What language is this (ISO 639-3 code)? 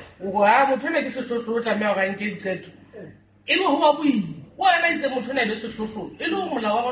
sot